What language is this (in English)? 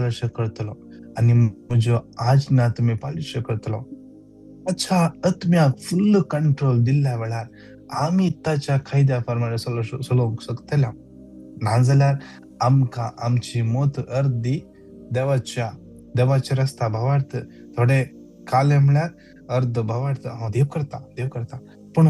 Konkani